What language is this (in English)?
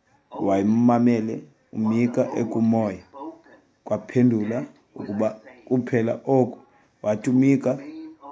Xhosa